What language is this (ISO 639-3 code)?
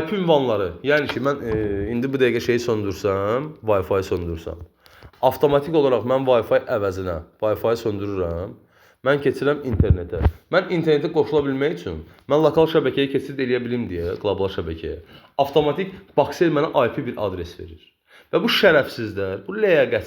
aze